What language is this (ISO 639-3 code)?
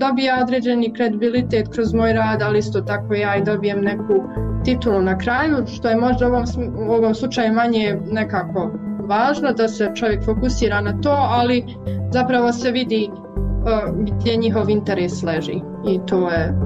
hrv